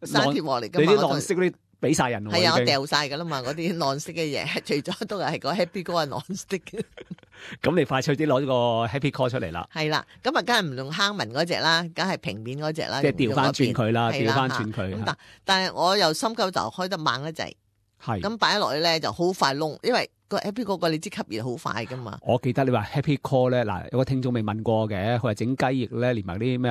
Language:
Cantonese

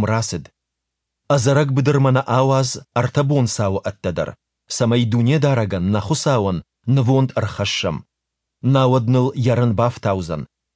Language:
Ossetic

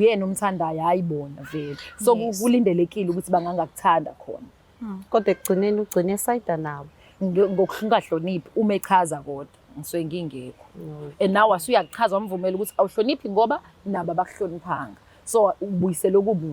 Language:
Zulu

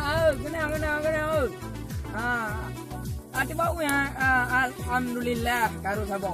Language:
Achinese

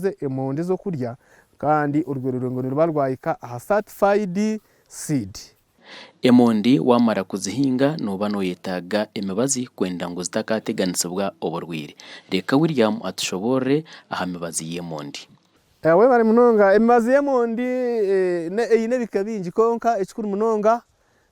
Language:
Nyankole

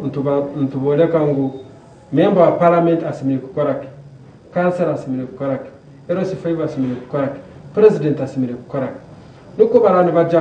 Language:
Nyankole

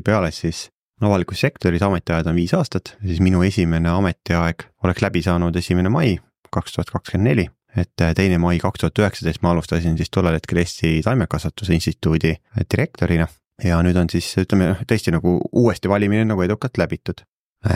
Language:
Estonian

